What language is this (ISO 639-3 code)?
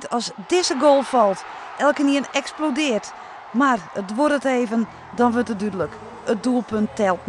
fry